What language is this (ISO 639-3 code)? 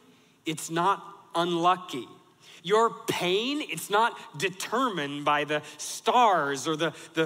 eng